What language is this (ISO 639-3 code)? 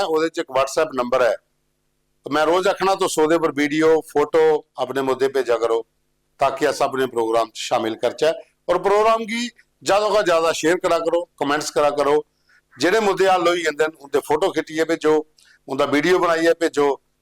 doi